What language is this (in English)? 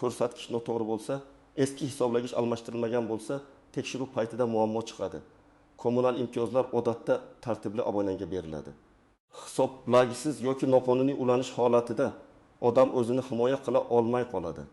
Uzbek